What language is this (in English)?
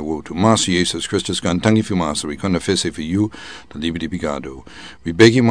Sranan Tongo